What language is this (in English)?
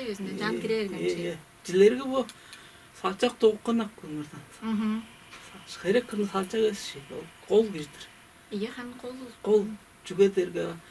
Tuvinian